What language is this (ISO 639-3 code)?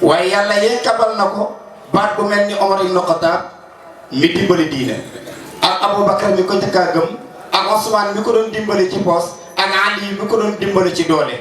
wol